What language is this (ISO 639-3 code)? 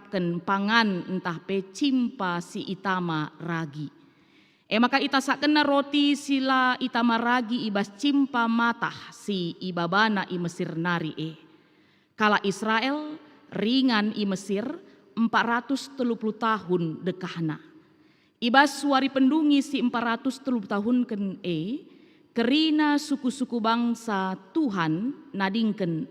btx